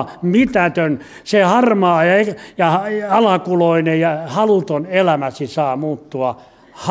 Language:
Finnish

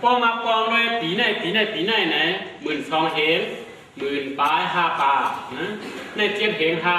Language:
Shan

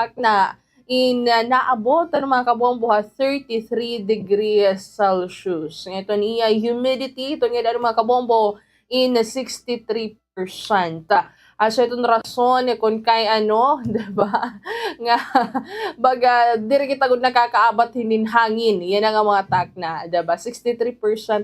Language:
Waray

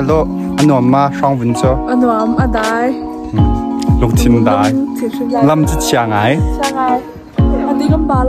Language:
Hakha Chin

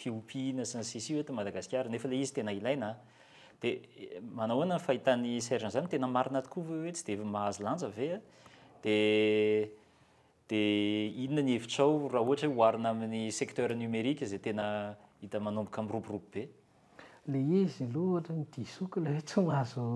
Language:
Malagasy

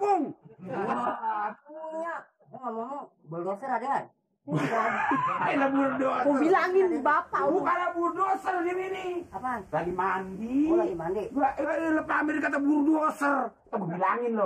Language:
Betawi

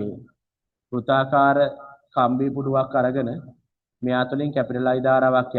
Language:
Sinhala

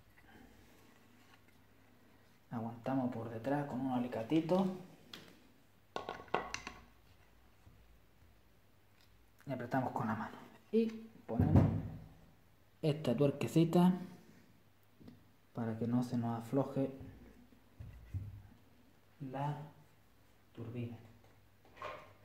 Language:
Spanish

